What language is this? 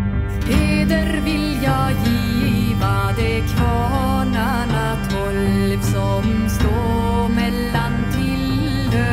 Swedish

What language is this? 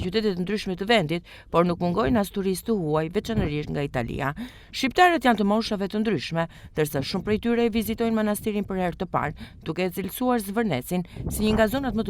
Albanian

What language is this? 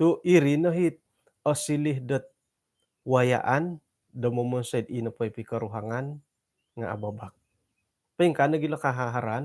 Central Dusun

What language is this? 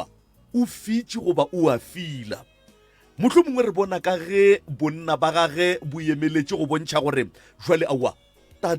Northern Sotho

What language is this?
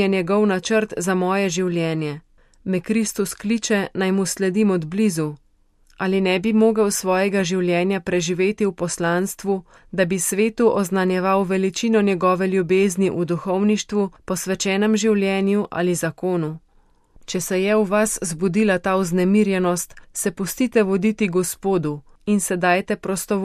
Slovenian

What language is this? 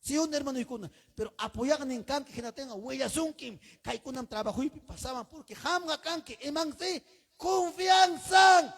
Ayacucho Quechua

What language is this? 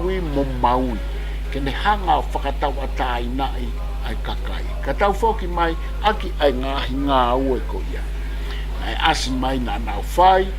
Tongan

